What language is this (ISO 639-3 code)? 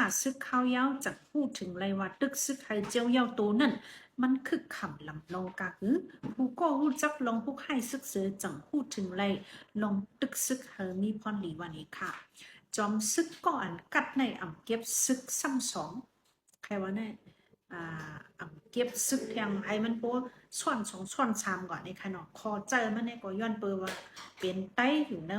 shn